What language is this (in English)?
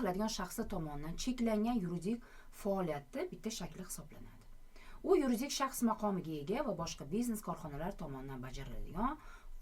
Uzbek